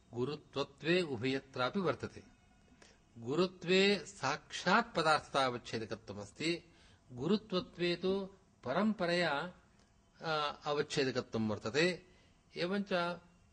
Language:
Sanskrit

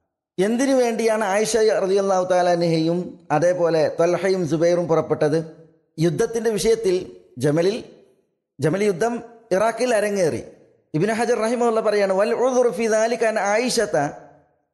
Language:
Malayalam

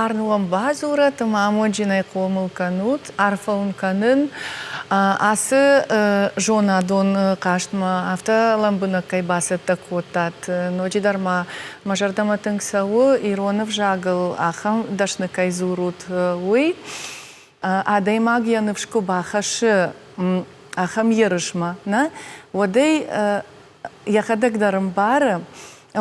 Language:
Ossetic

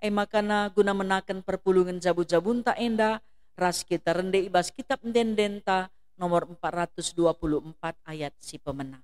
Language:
Batak Karo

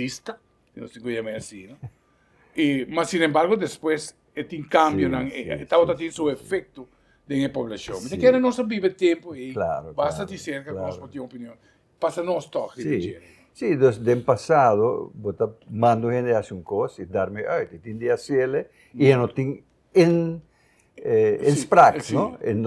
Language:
Papiamento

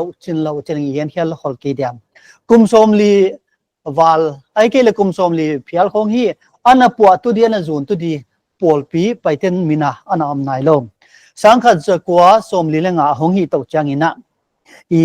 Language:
Paite Chin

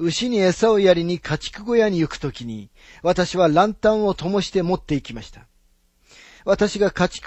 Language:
Japanese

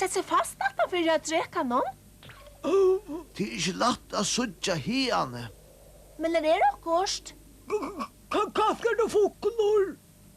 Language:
Faroese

